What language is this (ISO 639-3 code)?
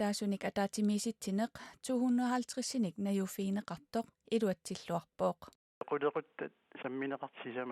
kal